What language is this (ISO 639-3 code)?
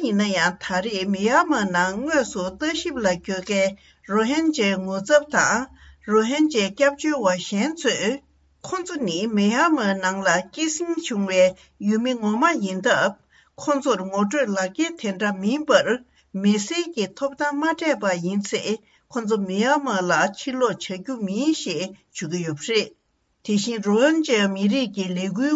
bod